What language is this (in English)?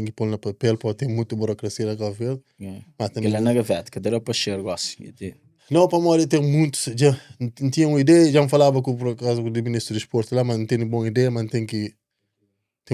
Kabuverdianu